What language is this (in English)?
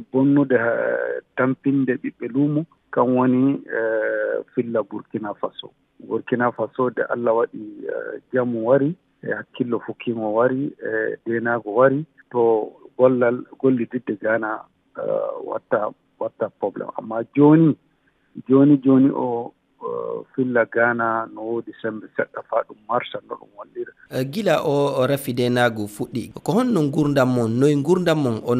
Fula